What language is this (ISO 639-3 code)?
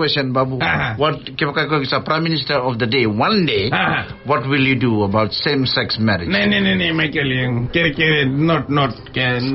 fij